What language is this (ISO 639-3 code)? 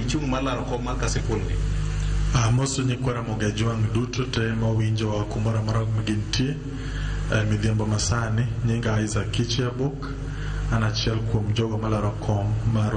luo